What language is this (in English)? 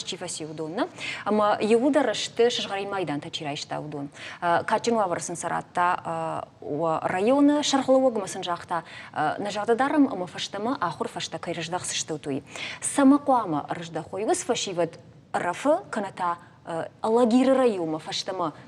Ossetic